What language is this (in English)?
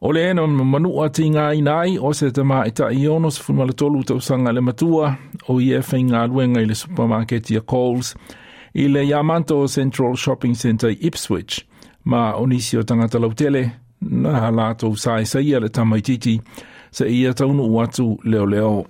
Samoan